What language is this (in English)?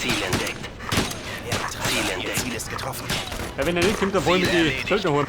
Bavarian